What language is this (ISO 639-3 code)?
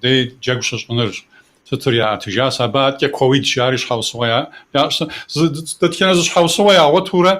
kbd